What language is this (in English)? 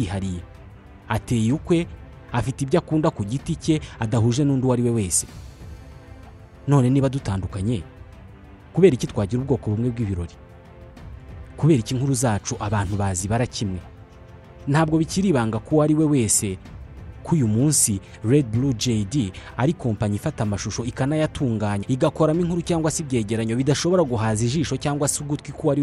Kinyarwanda